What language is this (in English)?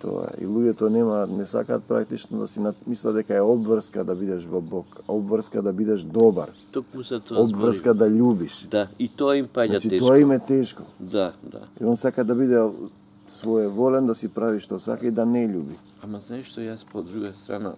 Macedonian